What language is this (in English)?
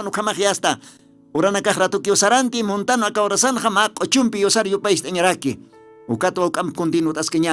Aymara